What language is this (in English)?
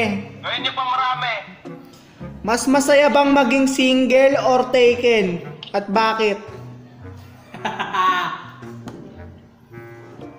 Filipino